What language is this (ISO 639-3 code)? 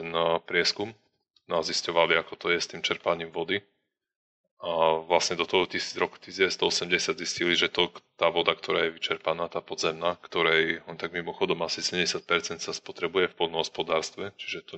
slk